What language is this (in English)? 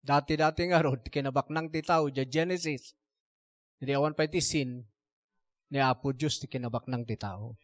Iloko